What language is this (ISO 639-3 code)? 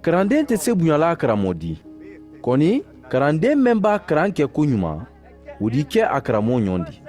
man